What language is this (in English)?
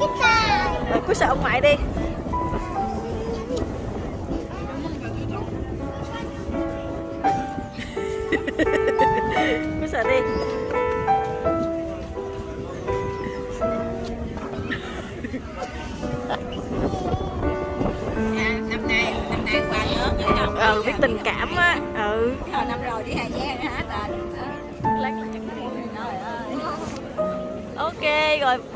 Vietnamese